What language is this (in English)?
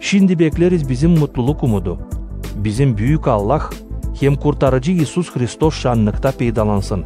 Gagauz